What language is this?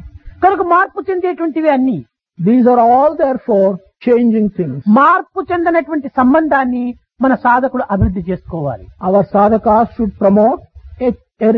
Telugu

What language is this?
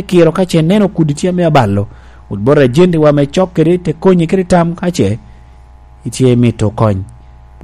Lango (Uganda)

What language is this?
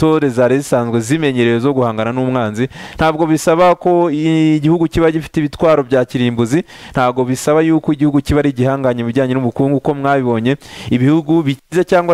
Kinyarwanda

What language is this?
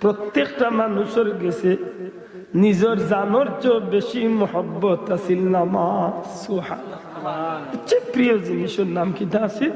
Sylheti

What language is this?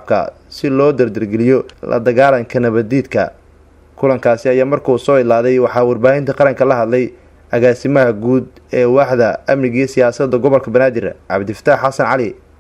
Somali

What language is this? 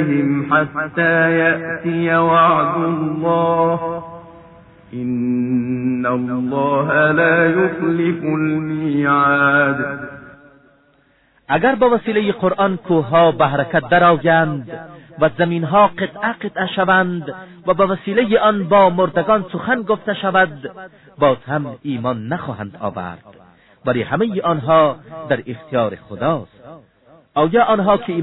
Persian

